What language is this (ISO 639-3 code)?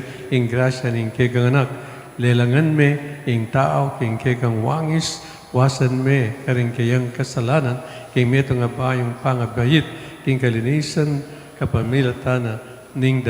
pam